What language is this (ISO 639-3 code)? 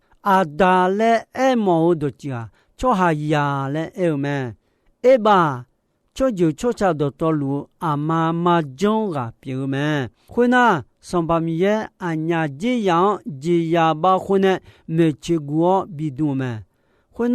ahk